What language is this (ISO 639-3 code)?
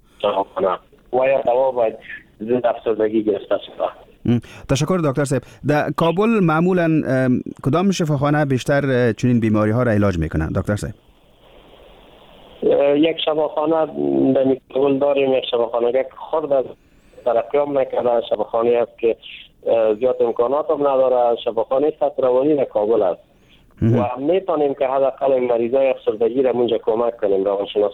fas